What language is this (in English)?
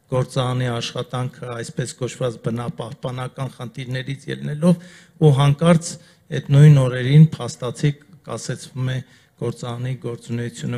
Armenian